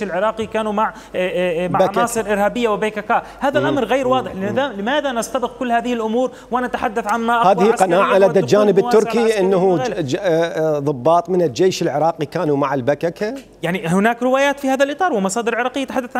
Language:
Mesopotamian Arabic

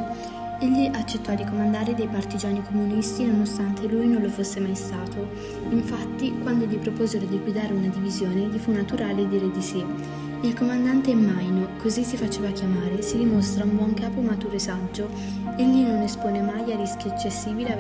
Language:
Italian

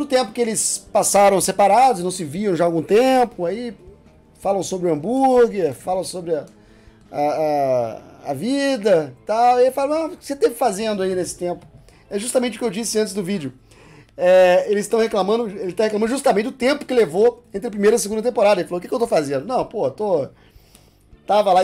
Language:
Portuguese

